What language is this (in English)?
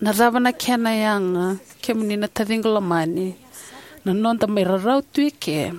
Fijian